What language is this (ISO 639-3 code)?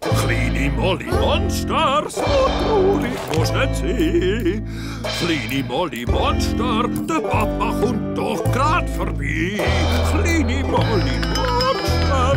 gsw